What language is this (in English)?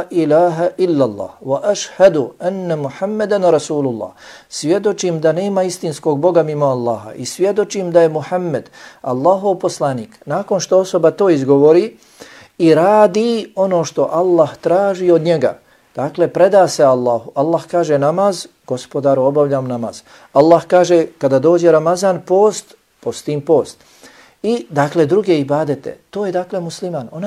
Bosnian